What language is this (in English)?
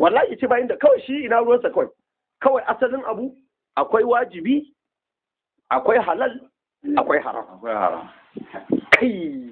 Hausa